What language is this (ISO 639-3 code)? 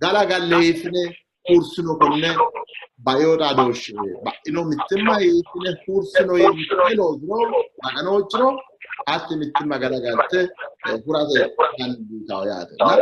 sid